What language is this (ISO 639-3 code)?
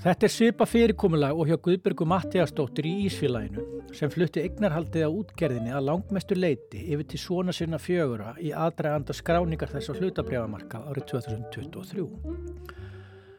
isl